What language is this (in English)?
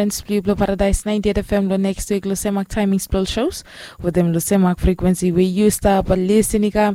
Bislama